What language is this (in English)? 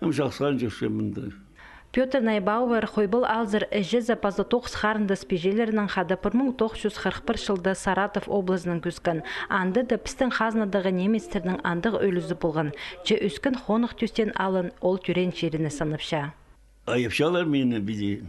Khakas